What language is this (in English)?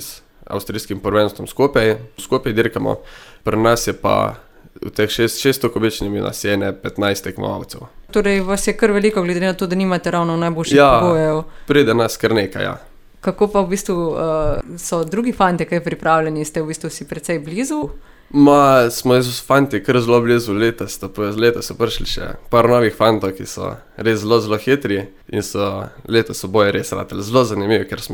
Slovenian